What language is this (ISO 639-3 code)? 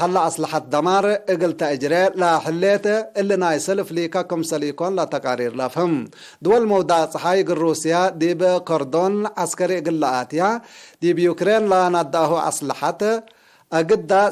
tig